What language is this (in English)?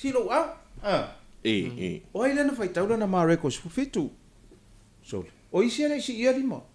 Samoan